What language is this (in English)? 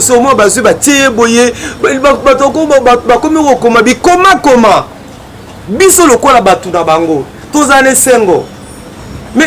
Lingala